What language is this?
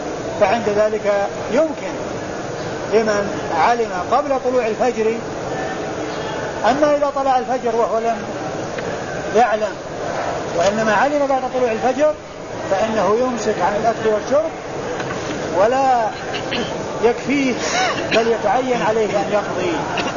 Arabic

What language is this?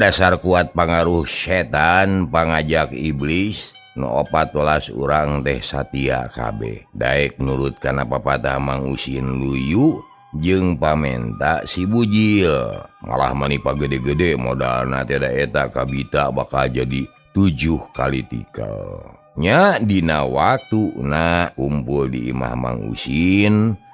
Sundanese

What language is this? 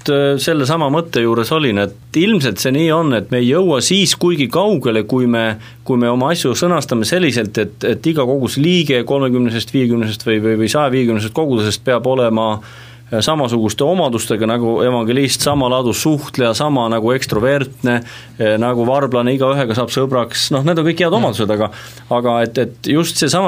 Estonian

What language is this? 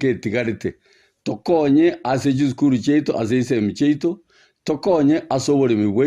Gusii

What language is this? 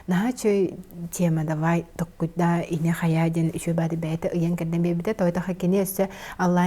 Yakut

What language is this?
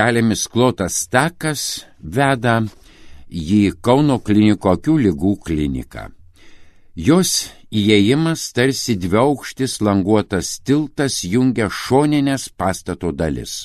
Lithuanian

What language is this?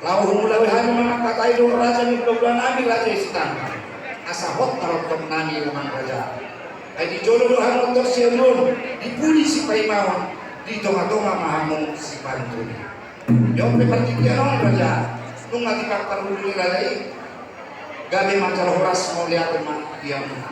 Batak Toba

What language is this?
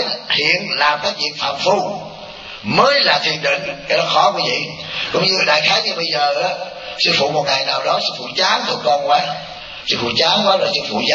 Vietnamese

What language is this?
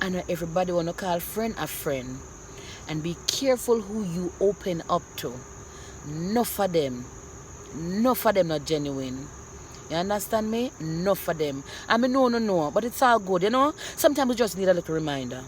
Jamaican Creole English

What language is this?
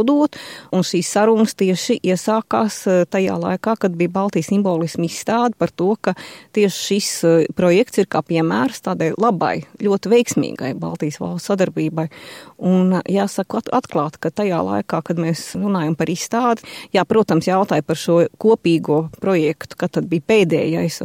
Latvian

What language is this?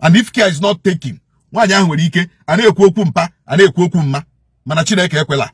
Igbo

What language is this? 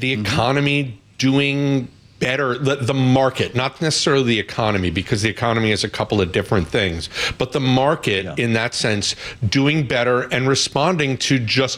English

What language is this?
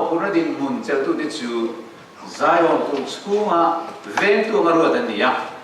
Mizo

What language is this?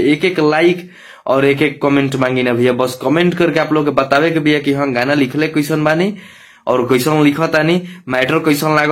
Bhojpuri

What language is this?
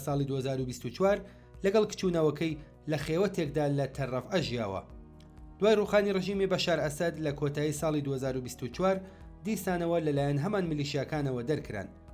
Central Kurdish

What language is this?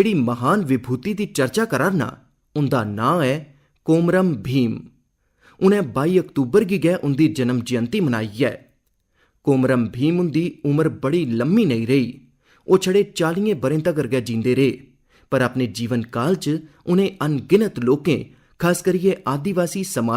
Dogri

